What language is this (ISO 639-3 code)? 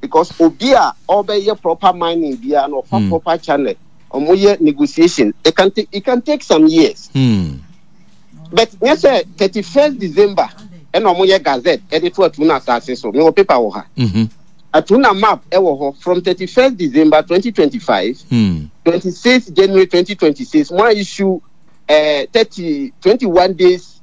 aka